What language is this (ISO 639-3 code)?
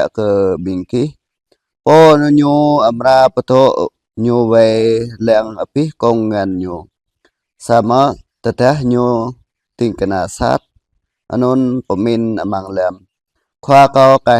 jra